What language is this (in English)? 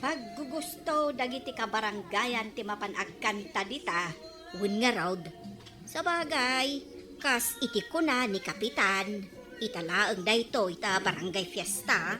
Iloko